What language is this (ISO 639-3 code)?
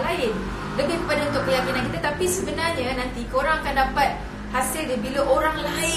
msa